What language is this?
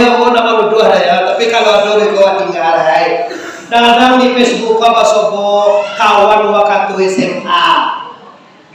Minangkabau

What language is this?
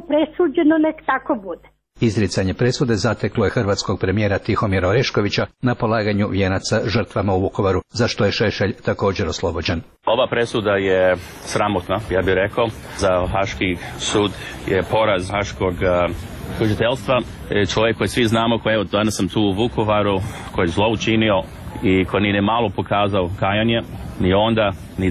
Croatian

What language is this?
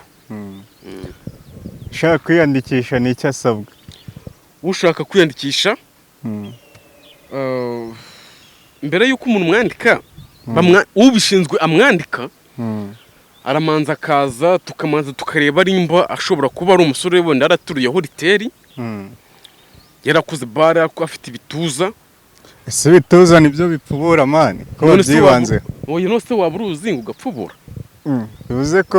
Kinyarwanda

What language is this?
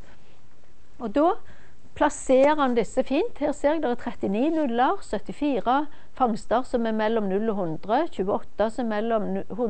Norwegian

